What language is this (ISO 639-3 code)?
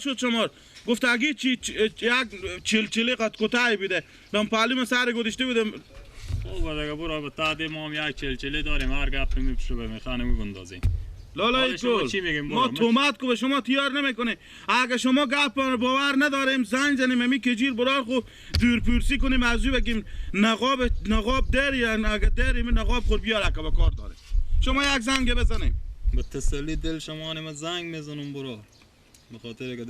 fas